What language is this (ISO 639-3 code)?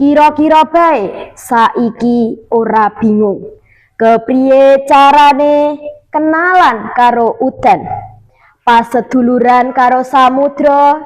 jav